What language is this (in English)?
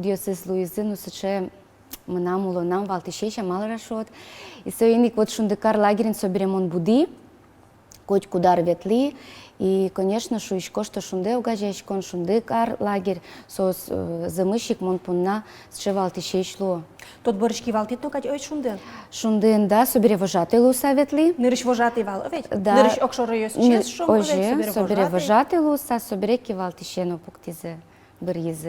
Udmurt